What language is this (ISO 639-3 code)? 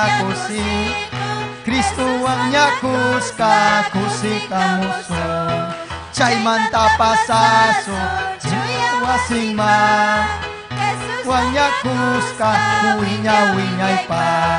quy